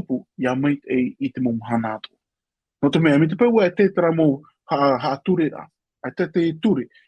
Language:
Tahitian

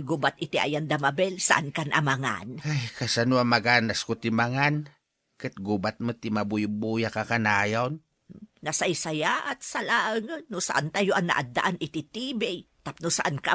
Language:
Iloko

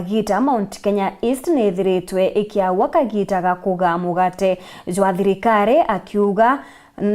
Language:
Meru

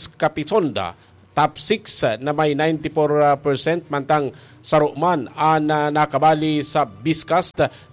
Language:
Bikol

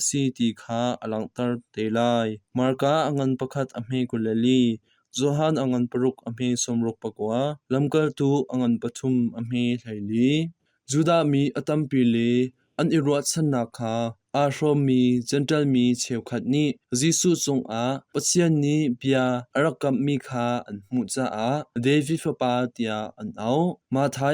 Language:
Hakha Chin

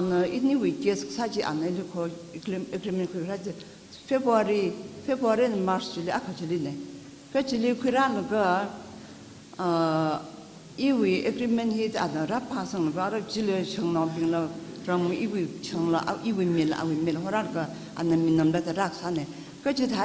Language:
Tangkhul Naga (India)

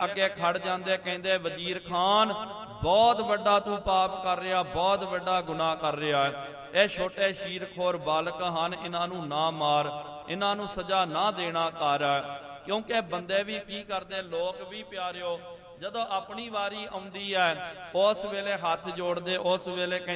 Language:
Punjabi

